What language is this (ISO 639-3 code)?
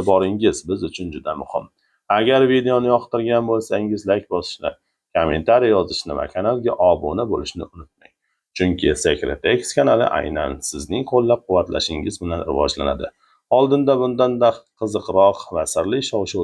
uzb